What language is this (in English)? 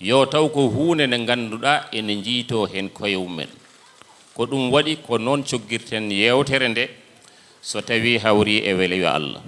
Fula